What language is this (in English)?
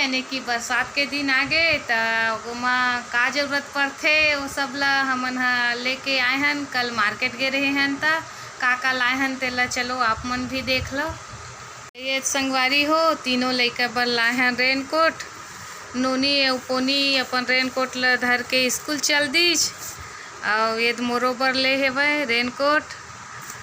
Chhattisgarhi